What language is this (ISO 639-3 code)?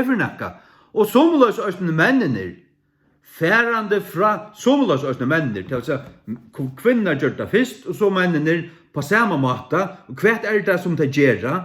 fao